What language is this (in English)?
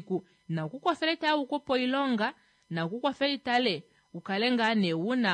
Kuanyama